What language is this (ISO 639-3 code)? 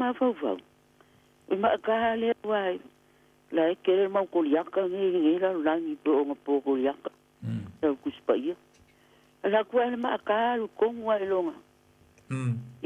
smo